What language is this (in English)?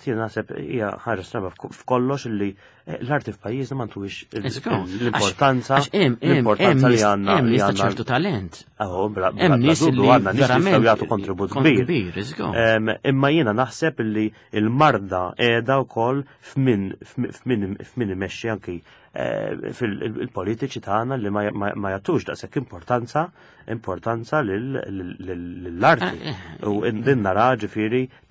Maltese